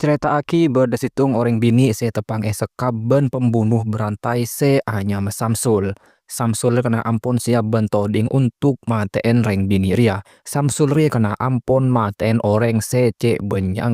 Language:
Madurese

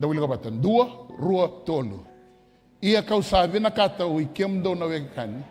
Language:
Fijian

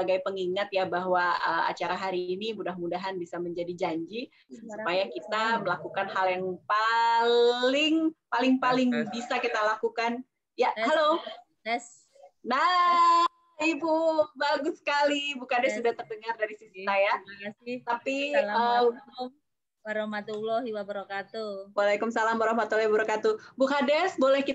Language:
Indonesian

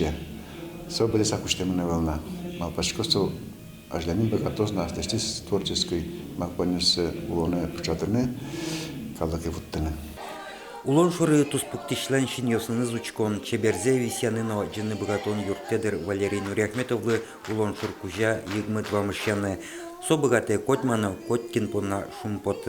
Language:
Udmurt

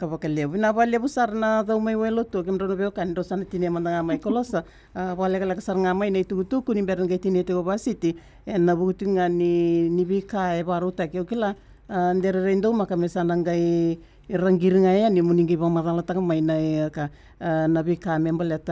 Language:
Fijian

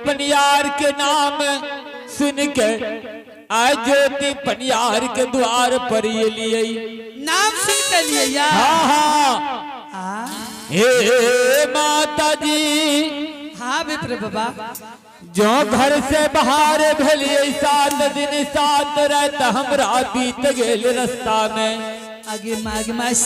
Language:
Angika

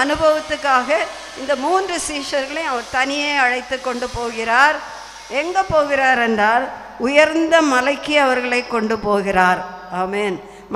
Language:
Tamil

